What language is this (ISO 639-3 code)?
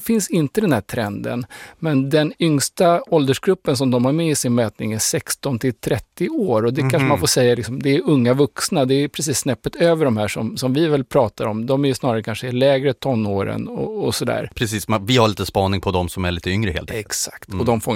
swe